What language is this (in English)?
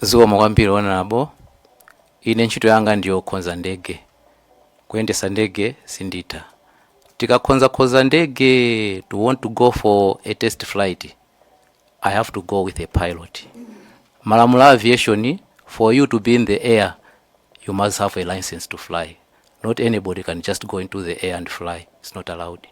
Nyanja